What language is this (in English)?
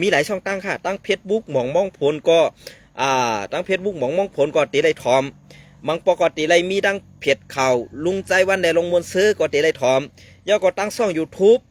Shan